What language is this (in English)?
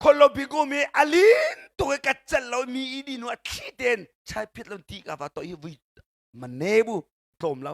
Hakha Chin